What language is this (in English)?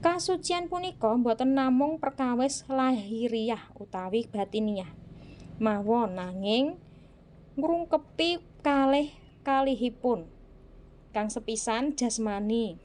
Javanese